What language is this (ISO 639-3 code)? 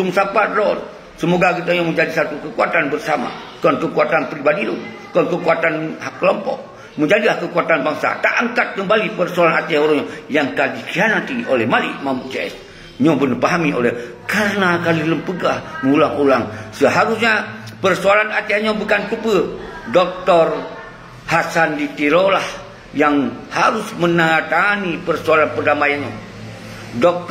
ace